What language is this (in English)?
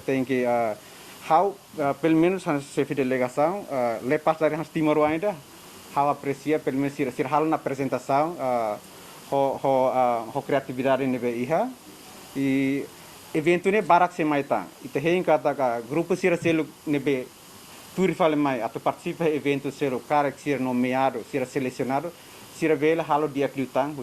Tetum